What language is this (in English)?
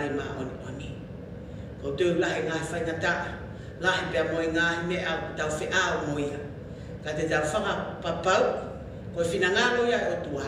Tongan